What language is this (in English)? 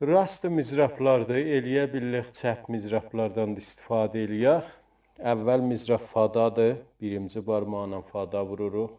South Azerbaijani